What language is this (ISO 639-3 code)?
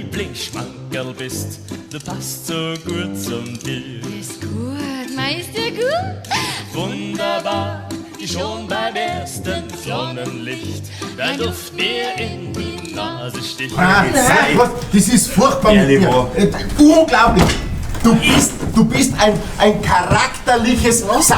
bar